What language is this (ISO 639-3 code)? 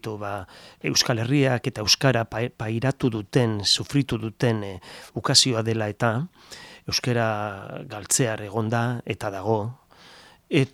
eus